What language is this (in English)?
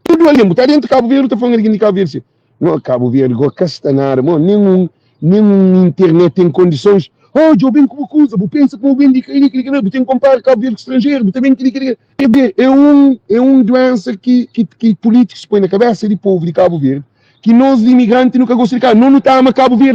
Kabuverdianu